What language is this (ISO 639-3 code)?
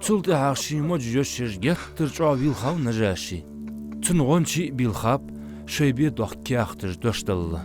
inh